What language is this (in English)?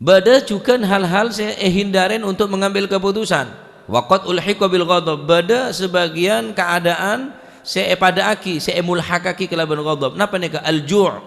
Madurese